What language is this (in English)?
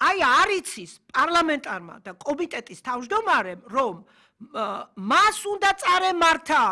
Georgian